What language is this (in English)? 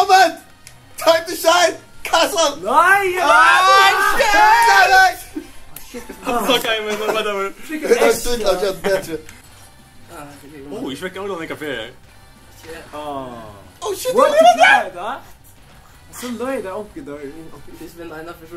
Faroese